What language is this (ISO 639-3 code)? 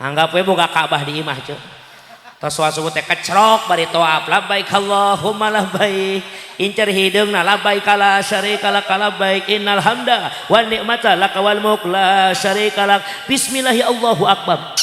sun